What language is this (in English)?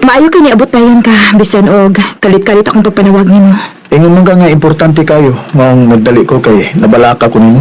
Cebuano